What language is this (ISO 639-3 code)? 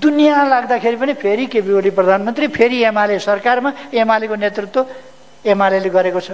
nep